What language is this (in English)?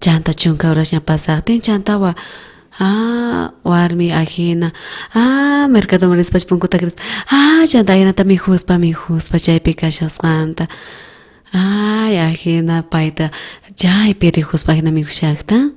South Bolivian Quechua